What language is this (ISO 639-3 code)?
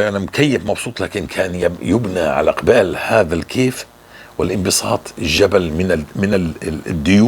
apc